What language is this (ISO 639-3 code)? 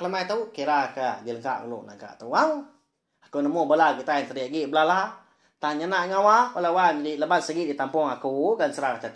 iba